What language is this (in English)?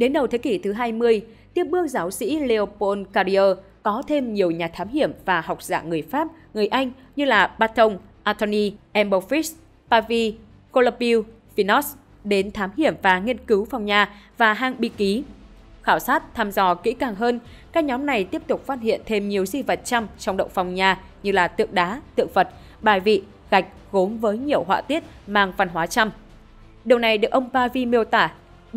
Vietnamese